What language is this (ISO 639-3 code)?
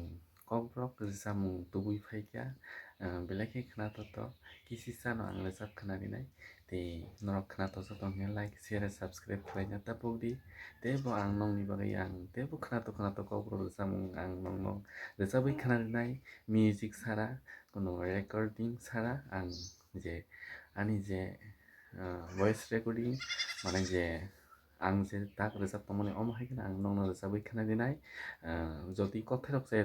trp